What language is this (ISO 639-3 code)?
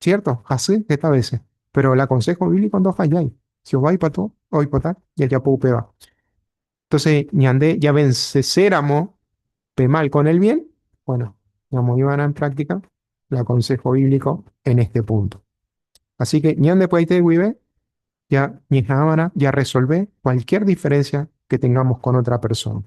grn